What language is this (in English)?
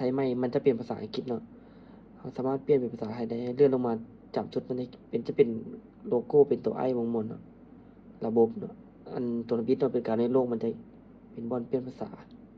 Lao